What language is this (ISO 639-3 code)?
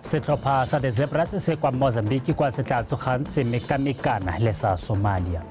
tsn